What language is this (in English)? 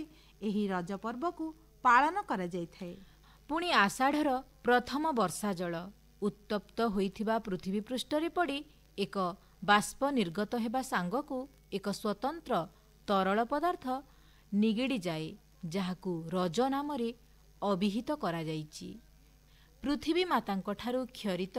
Odia